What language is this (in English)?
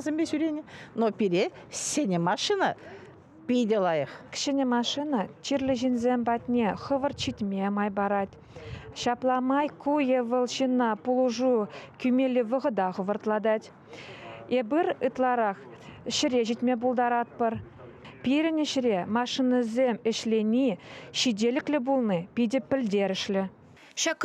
Chuvash